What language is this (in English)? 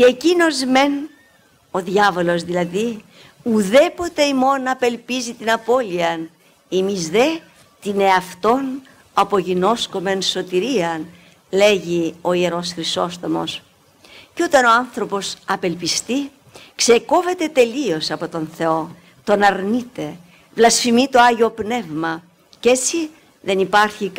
Greek